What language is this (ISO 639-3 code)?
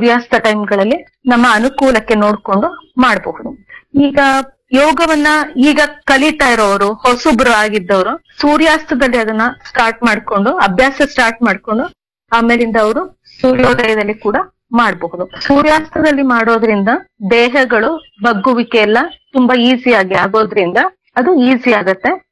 kan